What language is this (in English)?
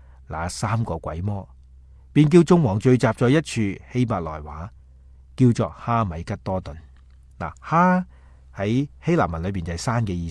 Cantonese